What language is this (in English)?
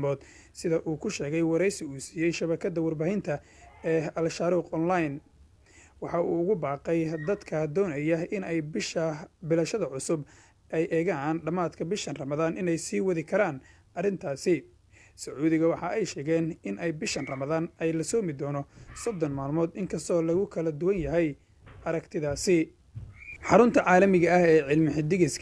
Somali